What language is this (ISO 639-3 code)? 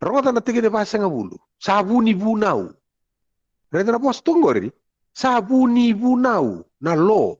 fij